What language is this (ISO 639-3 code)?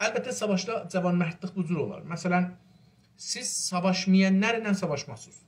azb